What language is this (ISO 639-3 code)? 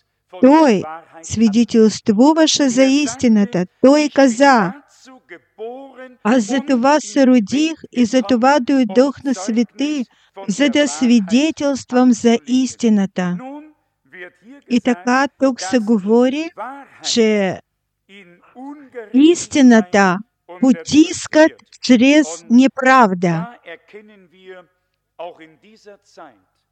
bul